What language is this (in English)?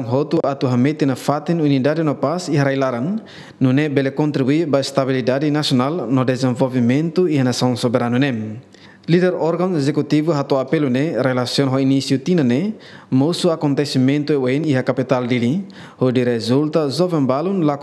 Tetum